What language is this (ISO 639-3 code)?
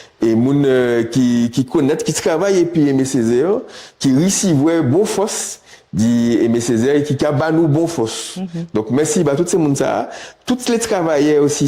gcf